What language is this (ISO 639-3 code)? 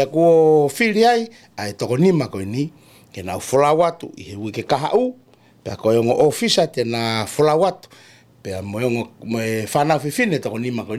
ton